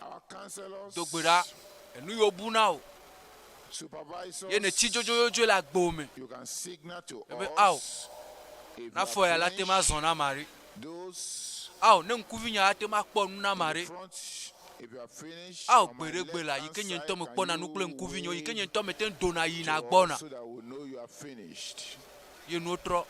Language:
Ewe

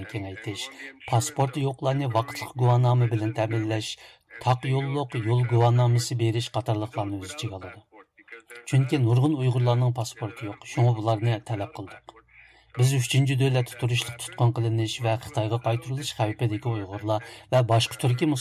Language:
Uyghur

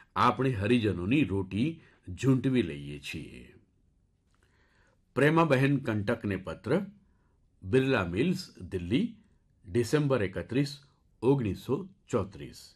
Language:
Gujarati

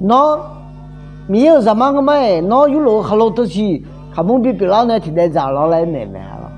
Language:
Akha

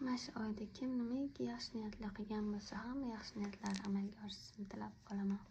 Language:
Uzbek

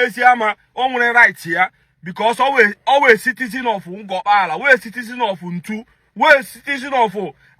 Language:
Igbo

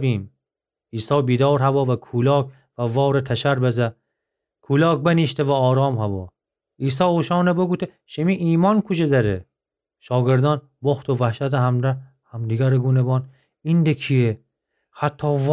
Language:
Gilaki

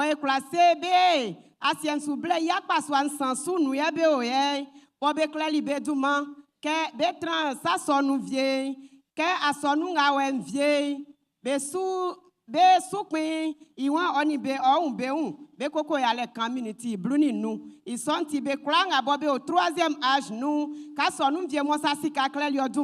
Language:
Baoulé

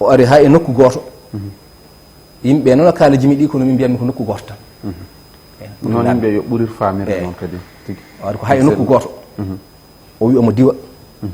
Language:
Fula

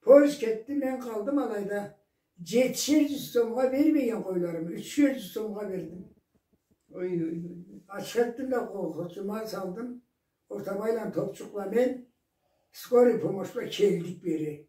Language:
Karachay-Balkar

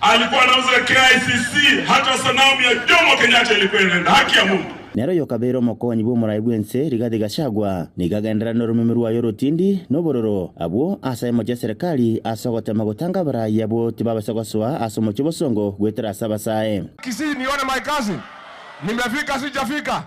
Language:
Gusii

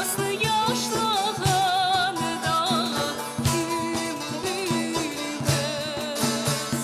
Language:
Crimean Tatar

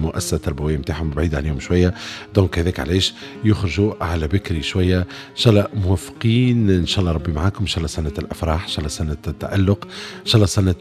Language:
Tunisian Arabic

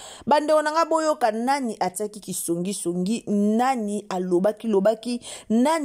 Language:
Lingala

